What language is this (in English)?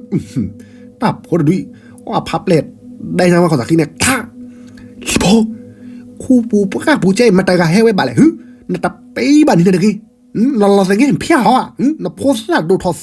S'gaw Karen